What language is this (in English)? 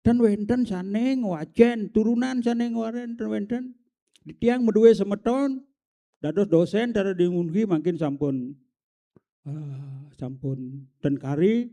Balinese